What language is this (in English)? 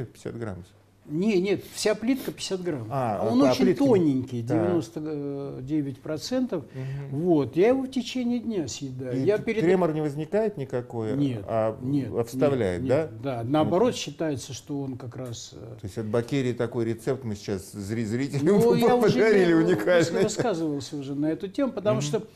Russian